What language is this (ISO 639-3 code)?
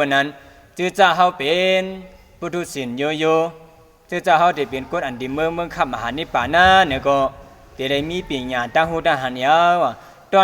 shn